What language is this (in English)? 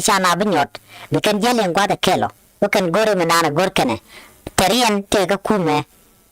Nuer